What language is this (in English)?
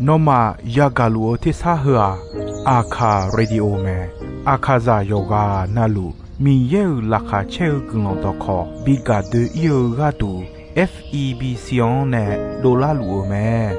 Akha